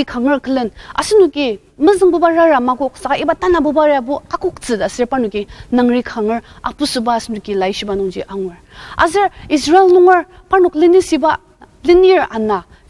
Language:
Ao Naga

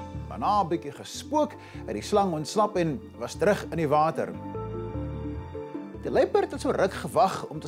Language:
Afrikaans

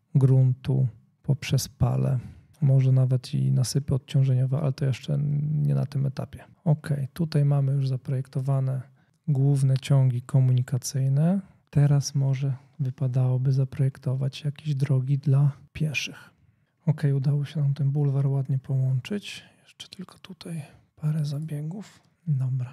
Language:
Polish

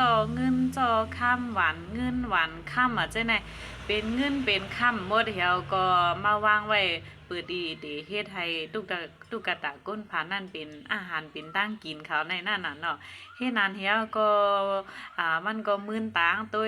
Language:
Shan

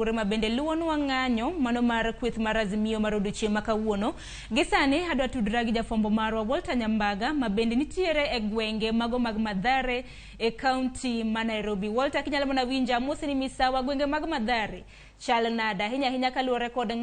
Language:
Luo (Kenya and Tanzania)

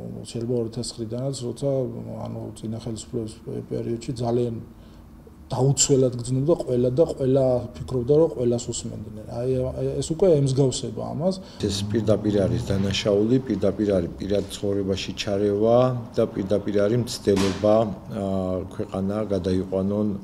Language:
Georgian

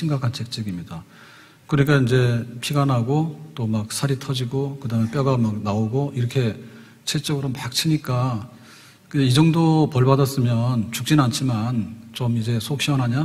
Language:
Korean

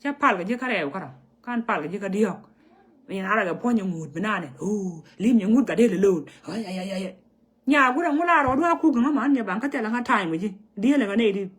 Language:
Nuer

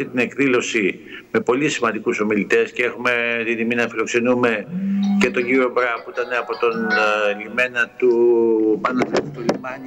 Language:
Greek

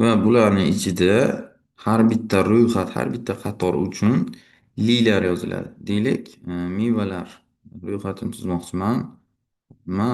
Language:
Uzbek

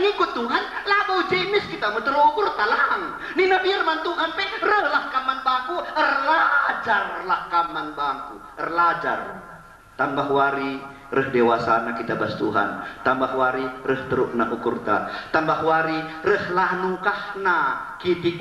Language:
Batak Karo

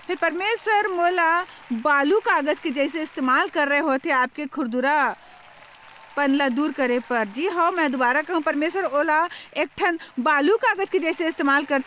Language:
Chhattisgarhi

